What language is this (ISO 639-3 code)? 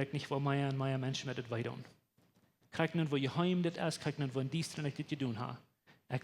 pdt